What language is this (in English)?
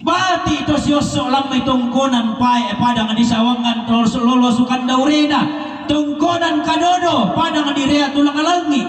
Toraja-Sa'dan